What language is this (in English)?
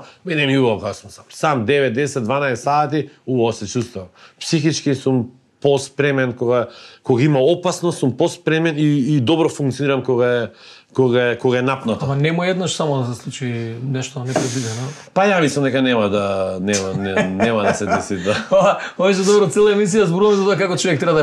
Macedonian